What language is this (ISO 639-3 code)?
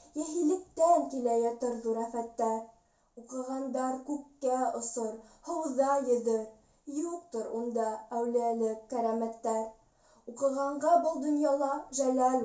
bak